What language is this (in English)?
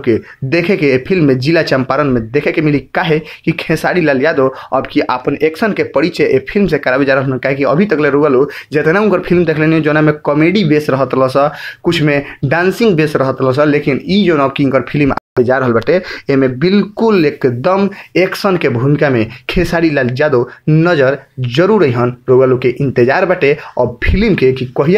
Bhojpuri